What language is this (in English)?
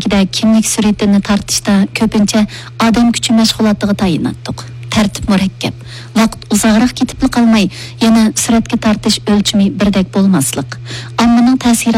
Uyghur